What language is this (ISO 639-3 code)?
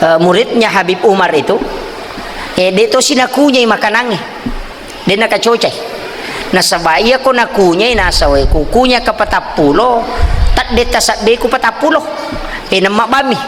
bug